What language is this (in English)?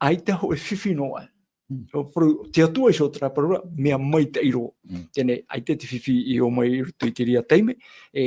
Tahitian